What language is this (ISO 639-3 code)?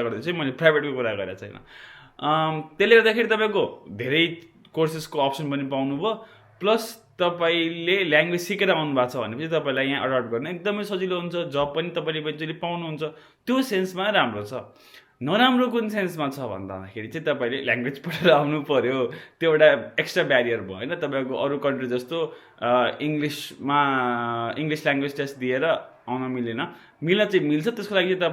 nep